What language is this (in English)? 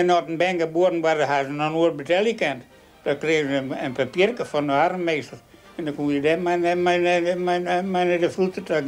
Western Frisian